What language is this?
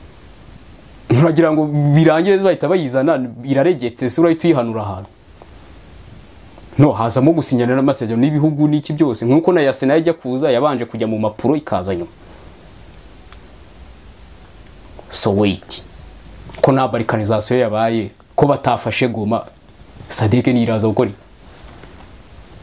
Kinyarwanda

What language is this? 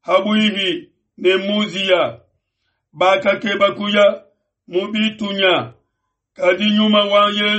Luba-Lulua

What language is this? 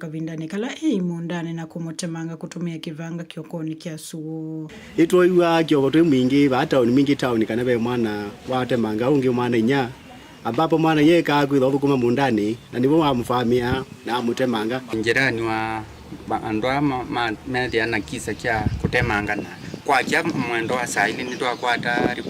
Kamba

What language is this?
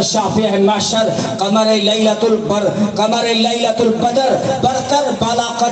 Urdu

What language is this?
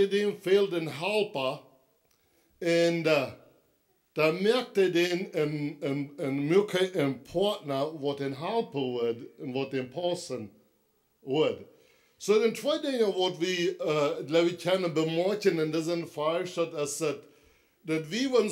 Plautdietsch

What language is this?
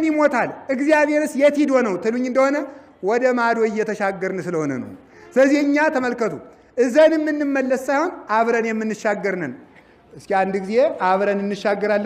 Amharic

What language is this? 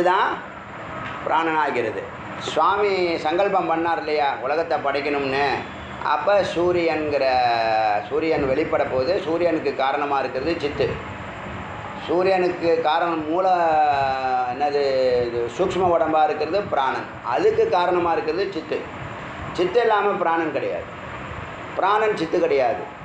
Tamil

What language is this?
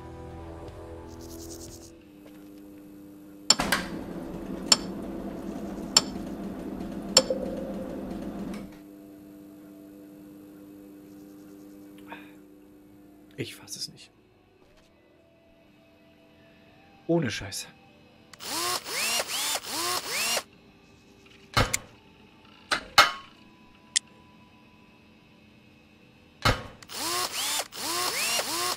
German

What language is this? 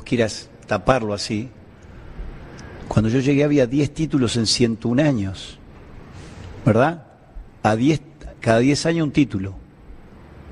Spanish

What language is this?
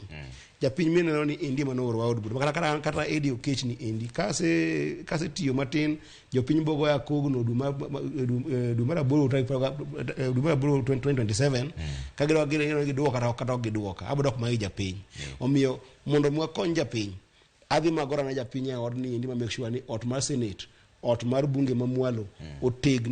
Luo (Kenya and Tanzania)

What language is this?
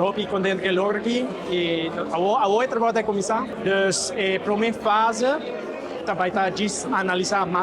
Papiamento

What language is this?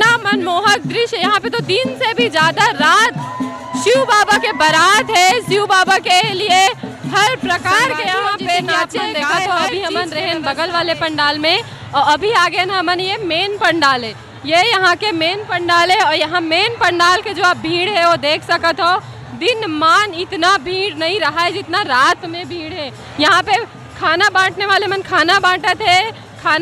Chhattisgarhi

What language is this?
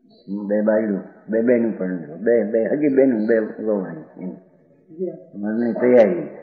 Gujarati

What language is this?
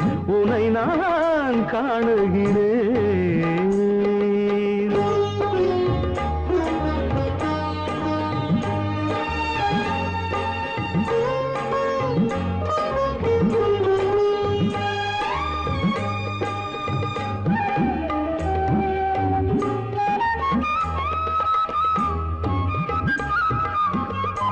Tamil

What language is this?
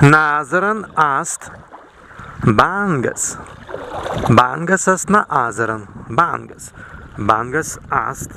Prussian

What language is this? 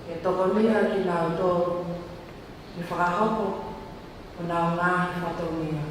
Tongan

